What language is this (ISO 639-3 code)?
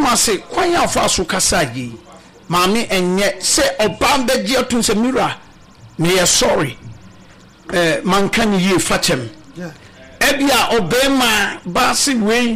aka